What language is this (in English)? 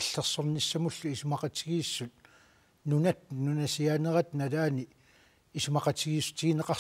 Kalaallisut